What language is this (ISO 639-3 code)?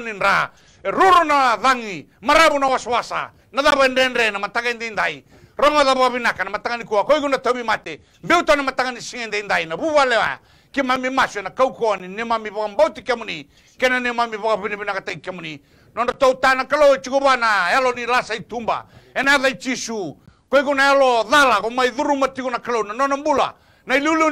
fij